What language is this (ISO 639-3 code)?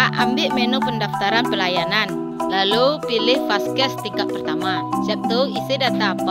min